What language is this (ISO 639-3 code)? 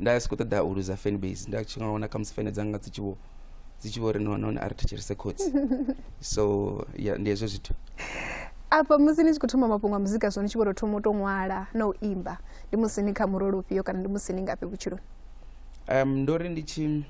ven